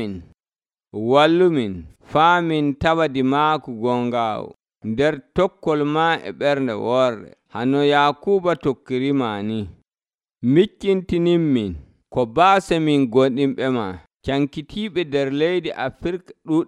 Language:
Nigerian Fulfulde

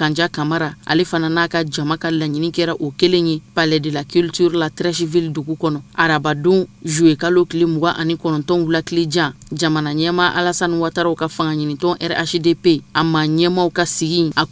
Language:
Bambara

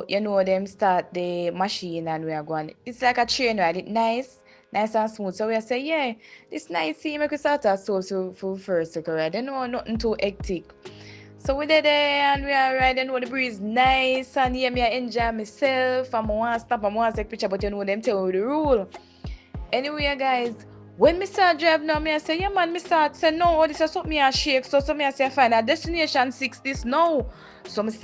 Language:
Jamaican Creole English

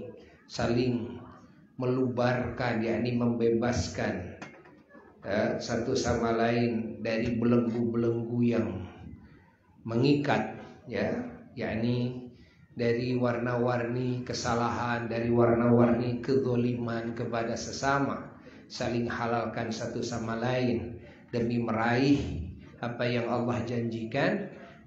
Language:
Indonesian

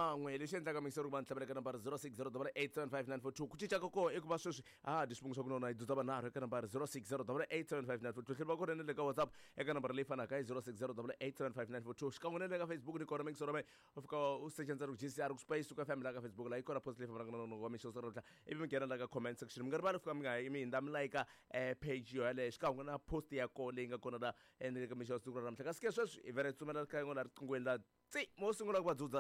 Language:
Tsonga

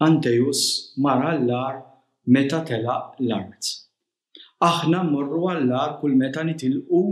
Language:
Maltese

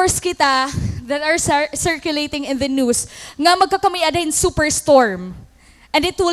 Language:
Waray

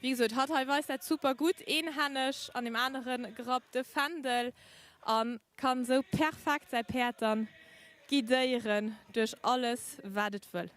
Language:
Luxembourgish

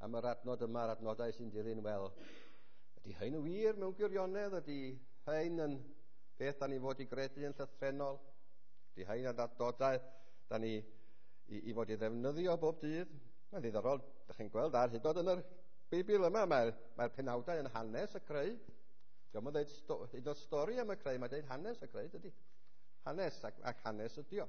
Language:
Welsh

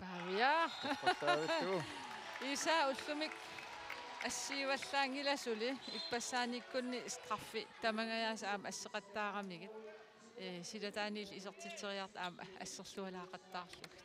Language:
Kalaallisut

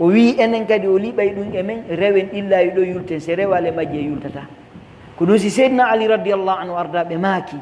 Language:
Pular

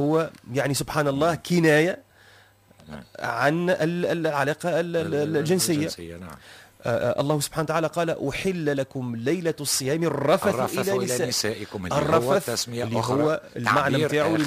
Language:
Tunisian Arabic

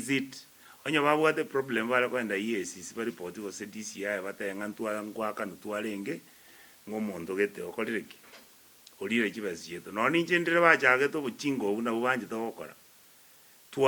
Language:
Gusii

